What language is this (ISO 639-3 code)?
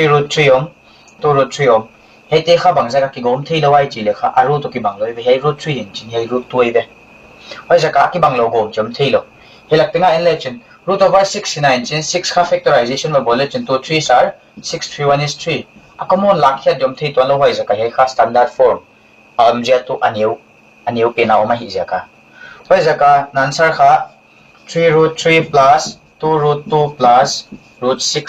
pck